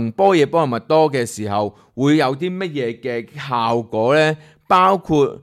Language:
Cantonese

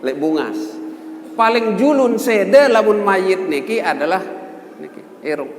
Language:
Sasak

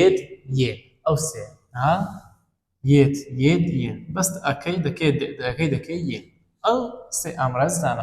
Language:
Central Kurdish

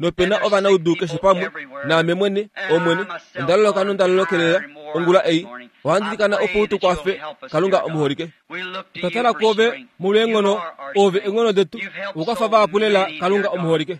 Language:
Kuanyama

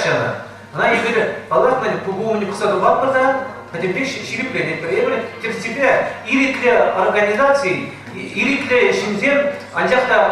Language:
Chuvash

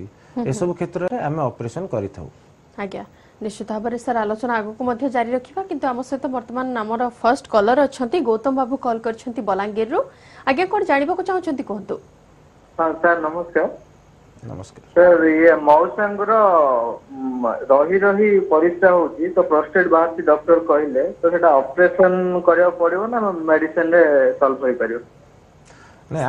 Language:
Odia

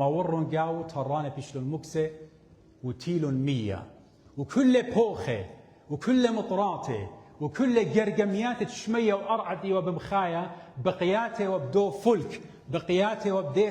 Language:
Assyrian Neo-Aramaic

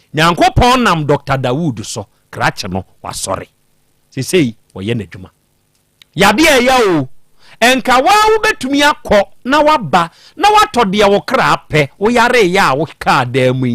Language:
Akan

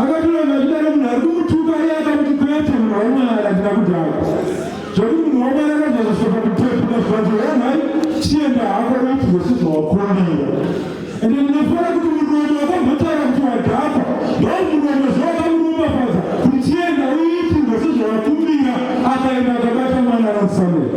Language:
Shona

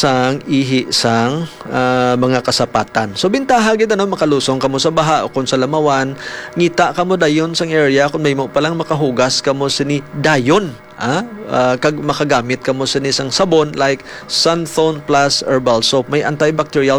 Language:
Hiligaynon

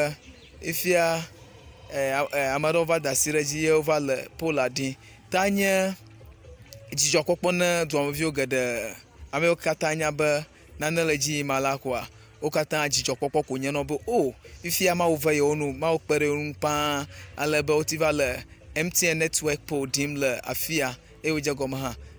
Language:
Ewe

